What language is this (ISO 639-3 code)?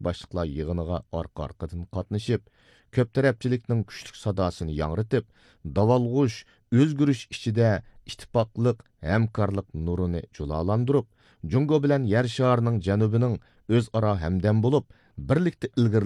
uig